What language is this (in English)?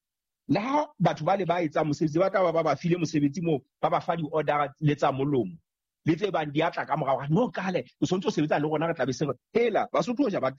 Southern Sotho